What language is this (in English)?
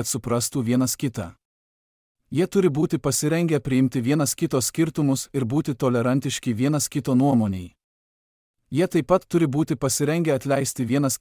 Lithuanian